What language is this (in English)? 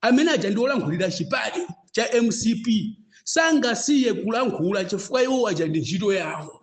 Nyanja